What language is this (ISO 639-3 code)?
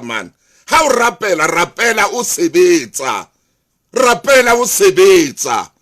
sot